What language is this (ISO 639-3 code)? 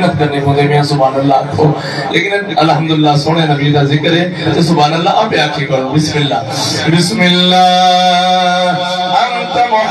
skr